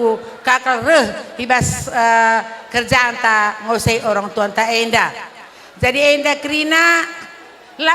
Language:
Batak Karo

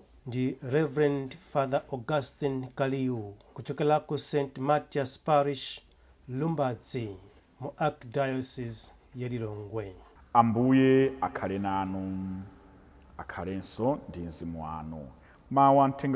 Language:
Nyanja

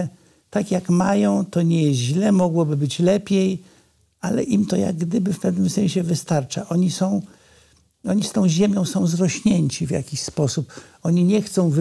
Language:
Polish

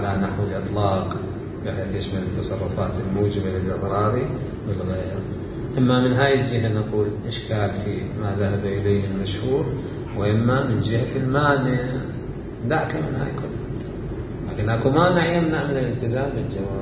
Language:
Mesopotamian Arabic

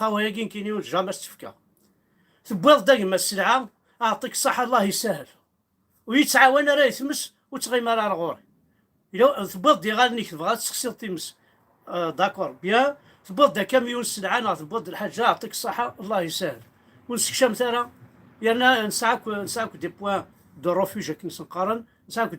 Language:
Kabyle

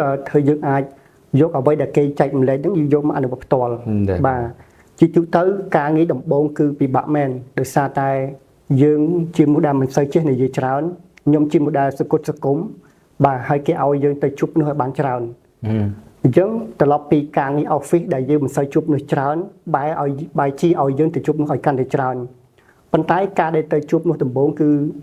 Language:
Khmer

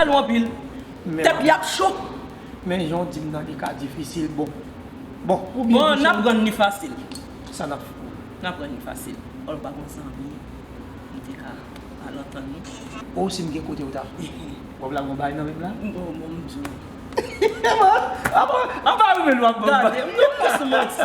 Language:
Haitian Creole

